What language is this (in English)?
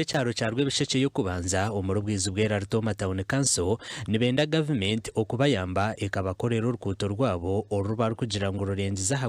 Nyankole